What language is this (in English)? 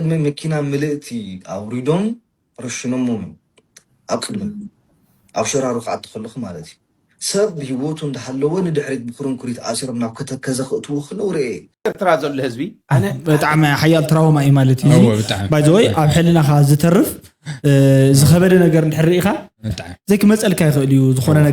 Tigrinya